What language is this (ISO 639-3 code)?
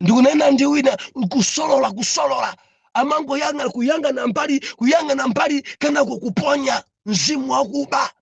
nya